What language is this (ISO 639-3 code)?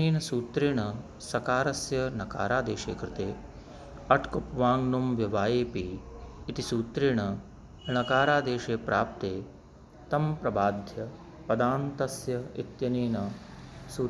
san